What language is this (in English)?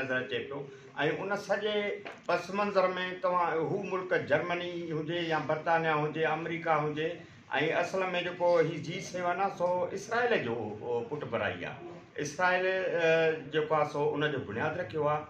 Sindhi